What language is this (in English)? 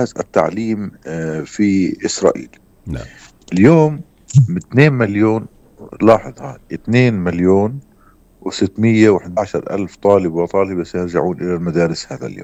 North Levantine Arabic